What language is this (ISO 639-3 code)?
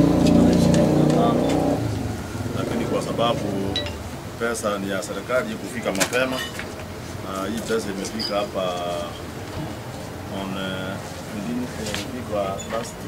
swa